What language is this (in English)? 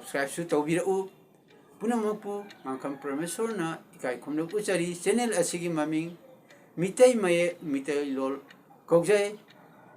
Manipuri